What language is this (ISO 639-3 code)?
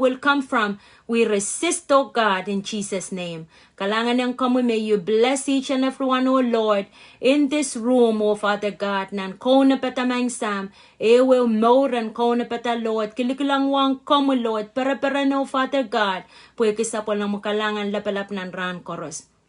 pon